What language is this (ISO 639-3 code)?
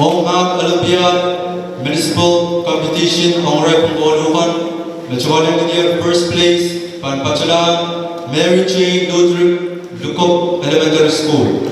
pon